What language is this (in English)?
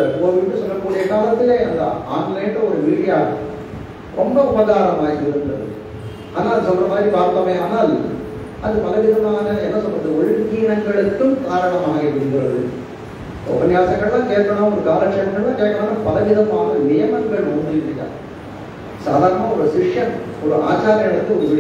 Tamil